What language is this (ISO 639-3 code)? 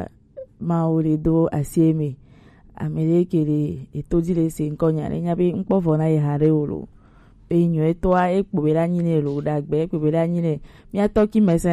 gej